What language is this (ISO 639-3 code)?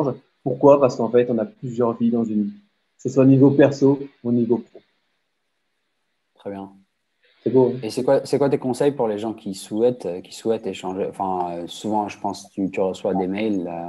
fra